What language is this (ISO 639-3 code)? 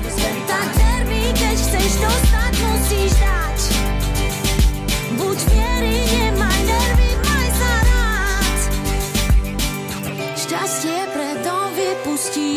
slk